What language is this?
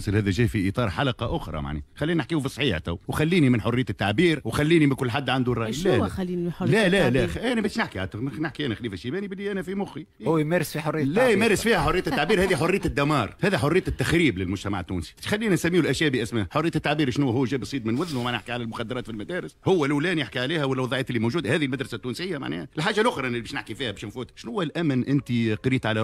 Tunisian Arabic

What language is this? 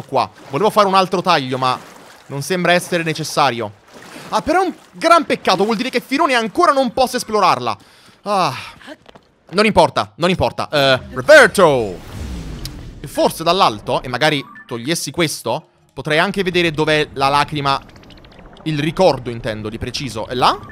Italian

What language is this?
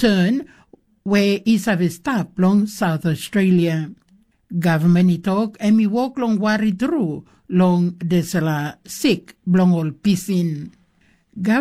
Tok Pisin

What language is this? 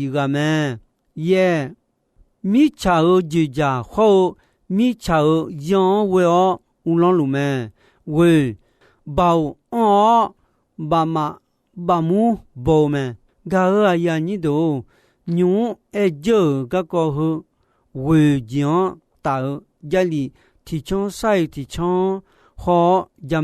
Akha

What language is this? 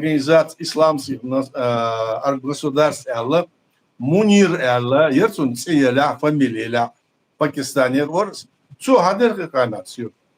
Chechen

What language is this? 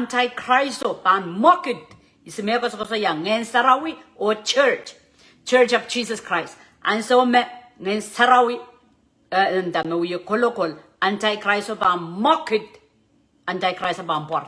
Pohnpeian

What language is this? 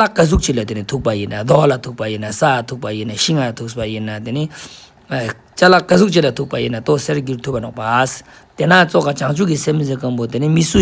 Ladakhi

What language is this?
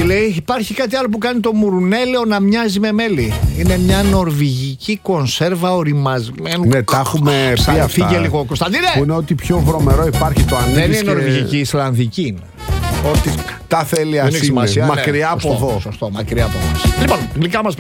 Greek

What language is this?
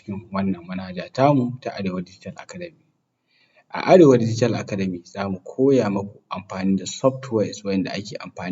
Hausa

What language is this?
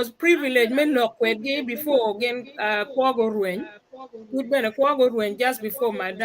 Acoli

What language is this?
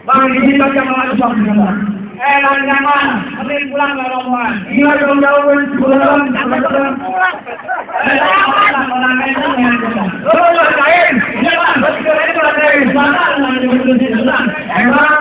Betawi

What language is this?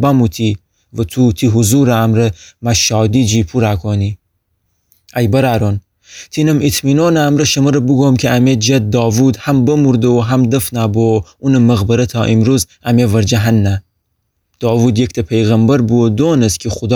Gilaki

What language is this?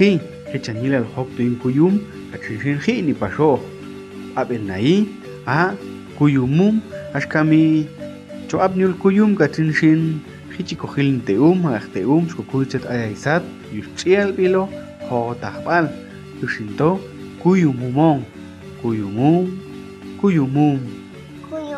Popti'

